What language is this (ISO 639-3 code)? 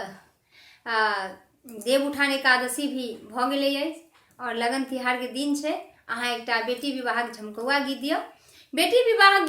mai